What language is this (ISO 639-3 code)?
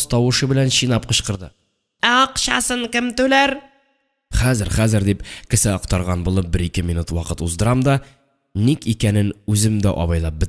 tat